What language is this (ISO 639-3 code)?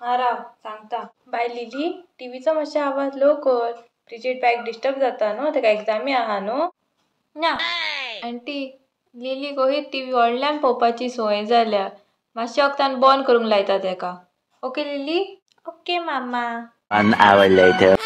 kok